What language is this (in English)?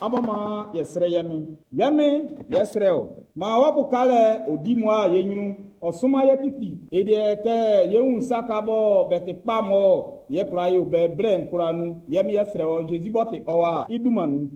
Baoulé